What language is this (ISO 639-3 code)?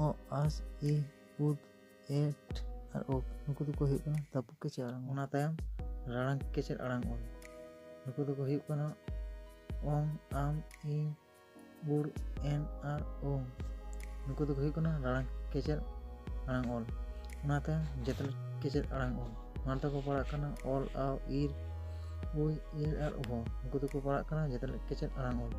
sat